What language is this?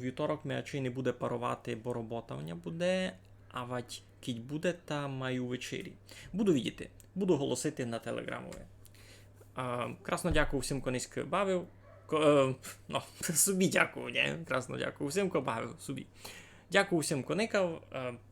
Rusyn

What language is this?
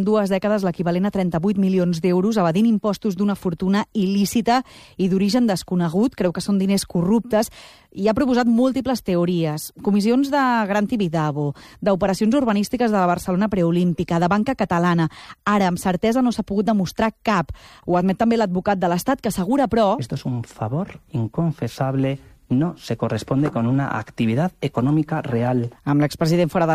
Catalan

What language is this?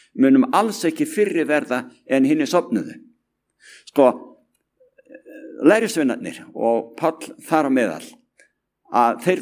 Icelandic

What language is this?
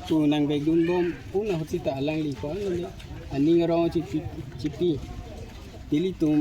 Karbi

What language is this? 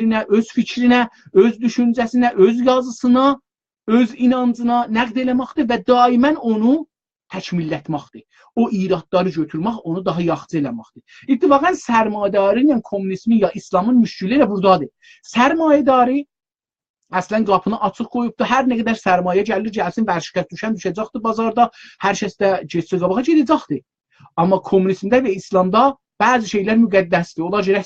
South Azerbaijani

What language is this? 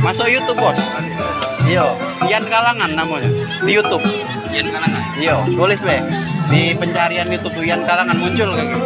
Musi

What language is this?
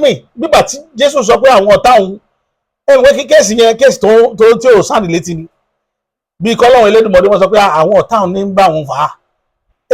Yoruba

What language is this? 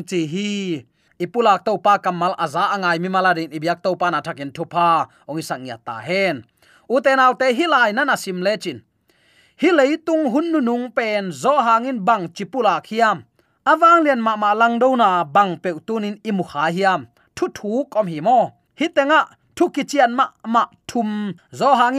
Tedim Chin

